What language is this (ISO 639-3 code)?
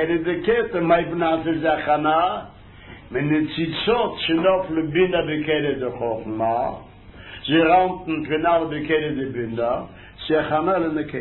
heb